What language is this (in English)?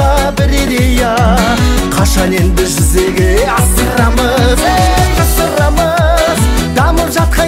Kazakh